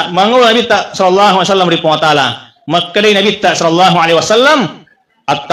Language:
Buginese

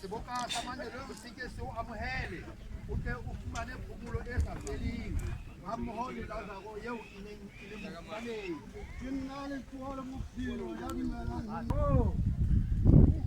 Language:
Southern Sotho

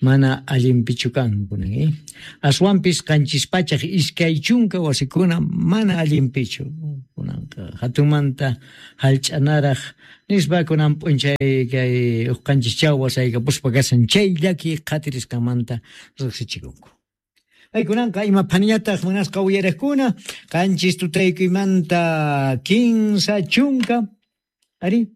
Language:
Quechua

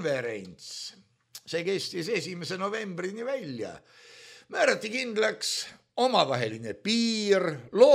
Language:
Estonian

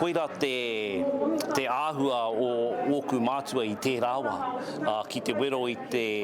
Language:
Māori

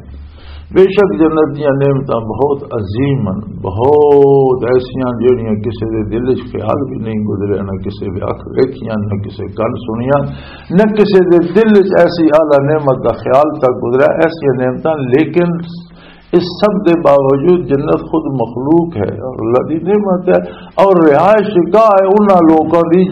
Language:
Western Panjabi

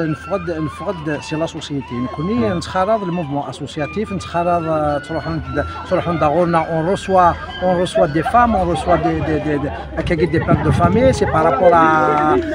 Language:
Kabyle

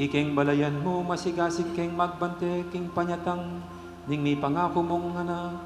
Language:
Pampanga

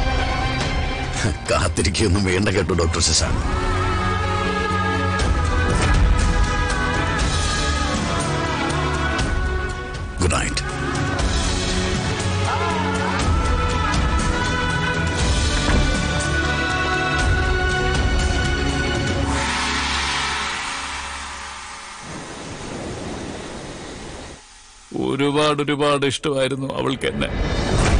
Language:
Malayalam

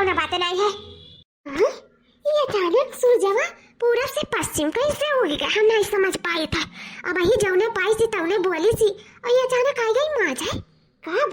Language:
Awadhi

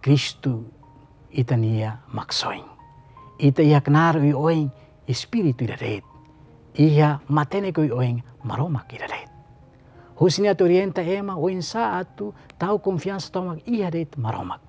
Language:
Tetum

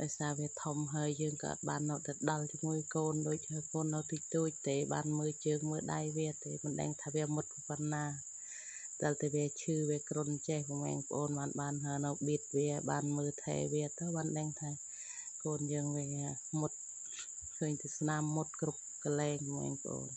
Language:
Khmer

